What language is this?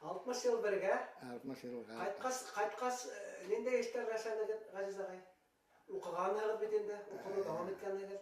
Bashkir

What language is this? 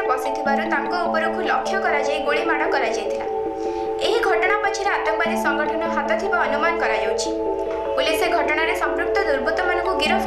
Odia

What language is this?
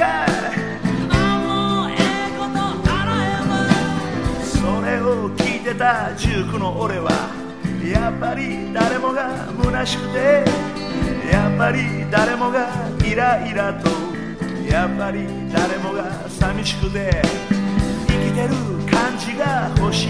Japanese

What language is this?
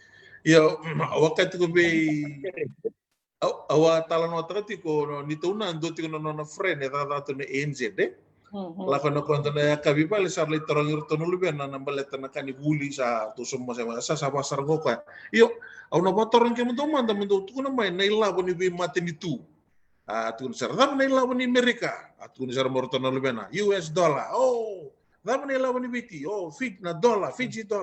Fijian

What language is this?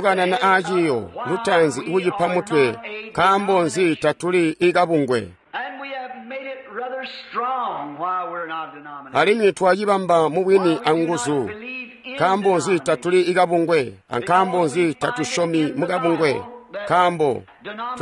Tonga (Zambia)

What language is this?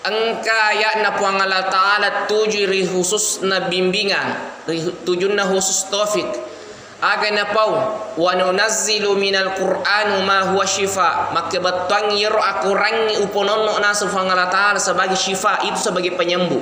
Buginese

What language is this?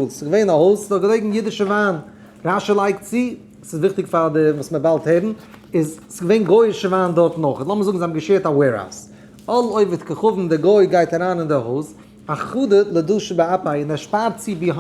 Yiddish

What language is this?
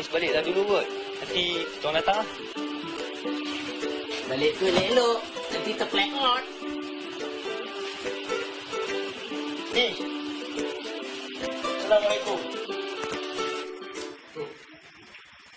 Malay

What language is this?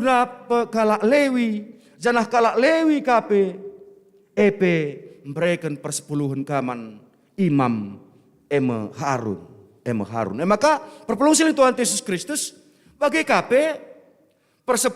Batak Karo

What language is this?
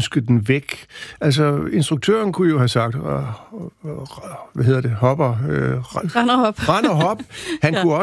Danish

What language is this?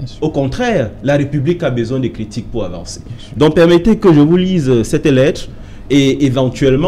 French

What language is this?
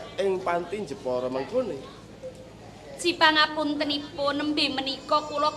Javanese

